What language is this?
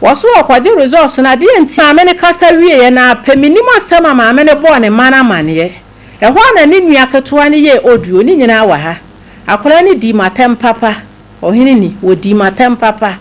Akan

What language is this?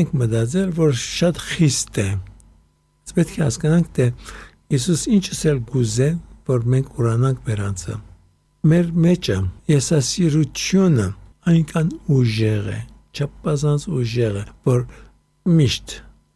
Armenian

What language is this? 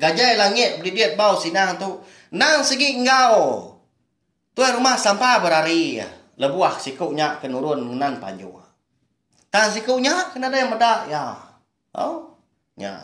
Iban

